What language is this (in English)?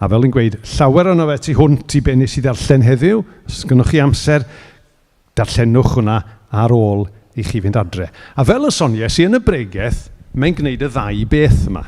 Welsh